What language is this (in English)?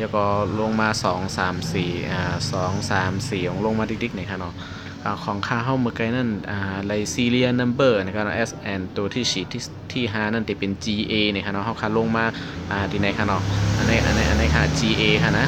Shan